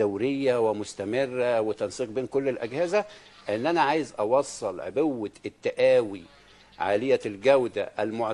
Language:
Egyptian Arabic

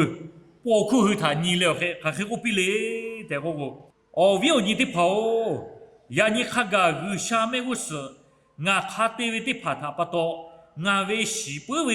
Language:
Lahu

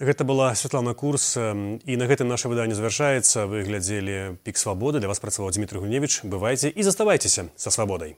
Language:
Belarusian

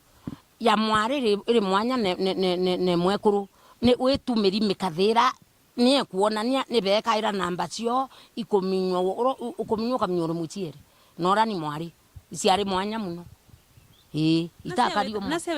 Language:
Meru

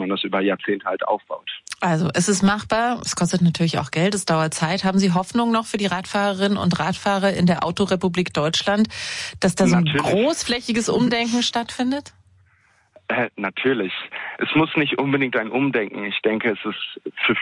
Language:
German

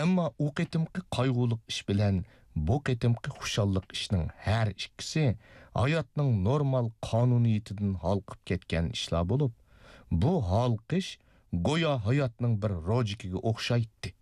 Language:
Uyghur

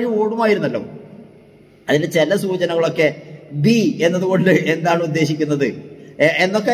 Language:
Malayalam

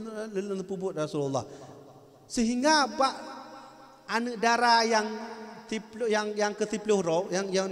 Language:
Achinese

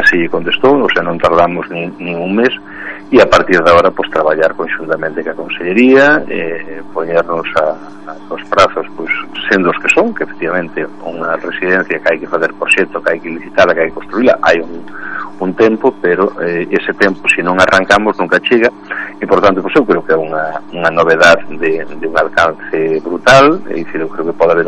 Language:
Galician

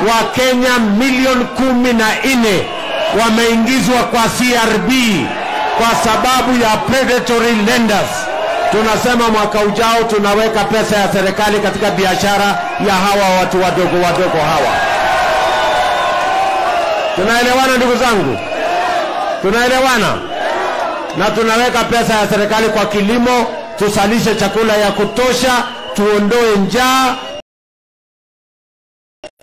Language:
Swahili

